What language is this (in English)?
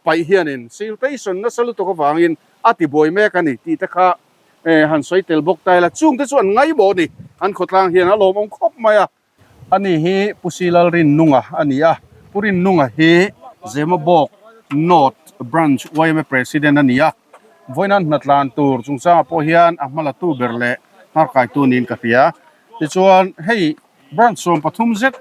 Mizo